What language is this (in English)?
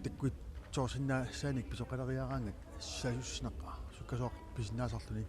Kalaallisut